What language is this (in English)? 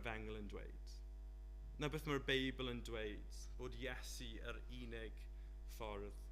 Welsh